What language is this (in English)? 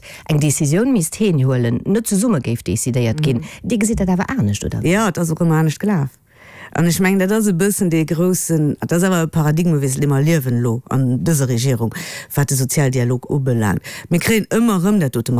Luxembourgish